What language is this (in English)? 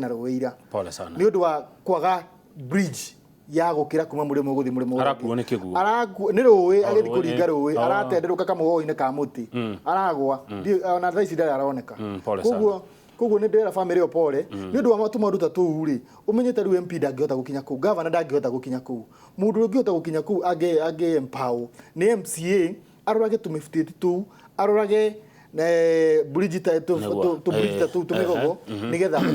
Kikuyu